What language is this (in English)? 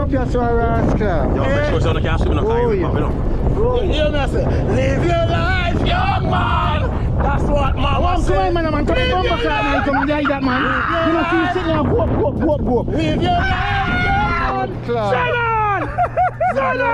Jamaican Creole English